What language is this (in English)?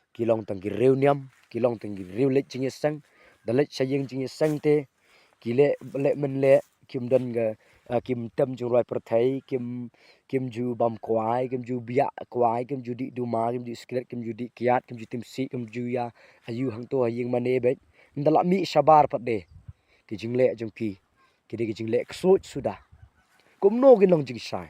Khasi